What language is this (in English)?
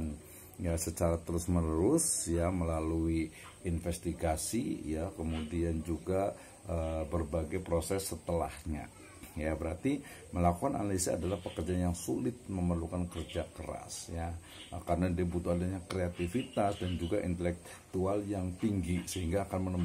Indonesian